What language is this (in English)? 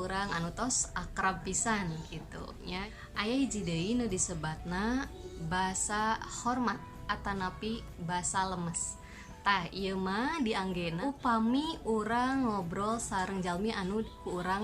Sundanese